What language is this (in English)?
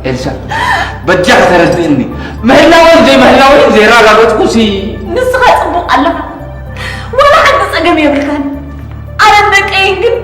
Tigrinya